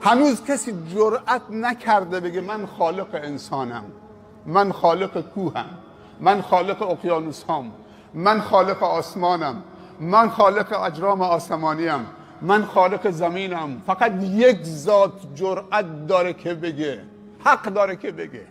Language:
Persian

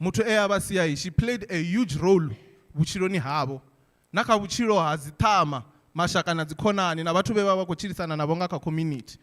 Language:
Venda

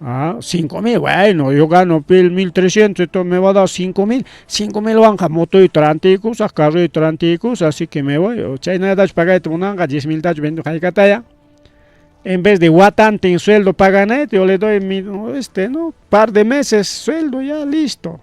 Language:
Ayacucho Quechua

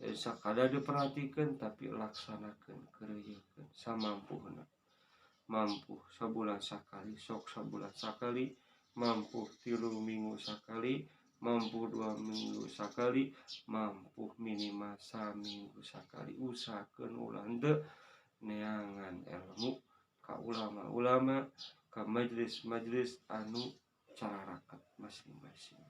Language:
Sundanese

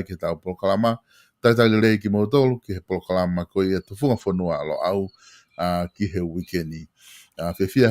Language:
Tongan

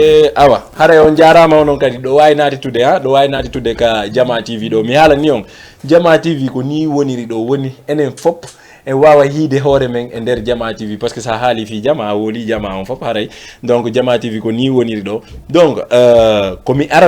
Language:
Fula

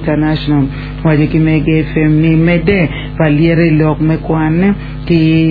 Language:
Acoli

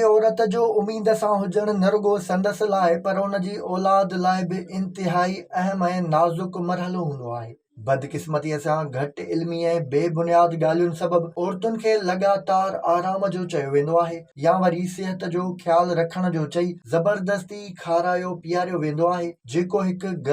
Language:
Sindhi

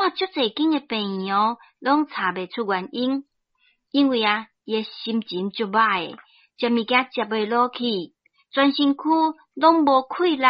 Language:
Min Nan Chinese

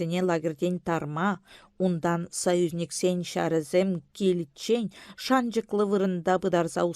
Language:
Chuvash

